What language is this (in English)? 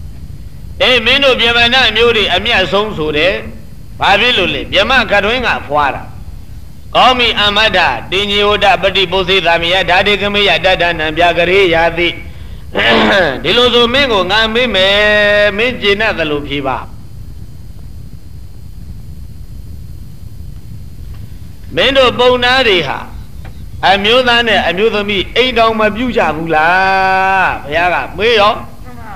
Burmese